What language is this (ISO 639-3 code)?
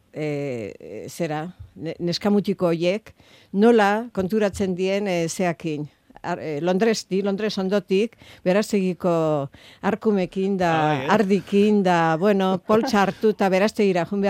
eus